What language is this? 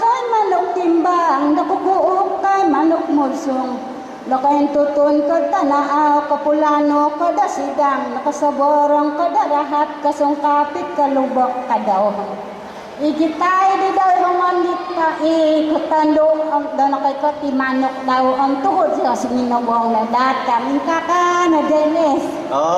Central Dusun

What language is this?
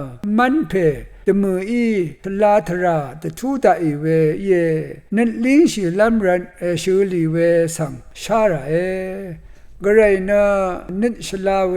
Rawang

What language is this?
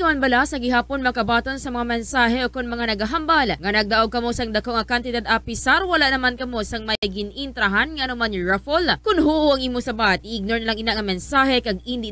Hiligaynon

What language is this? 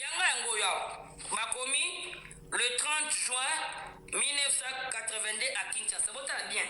Lingala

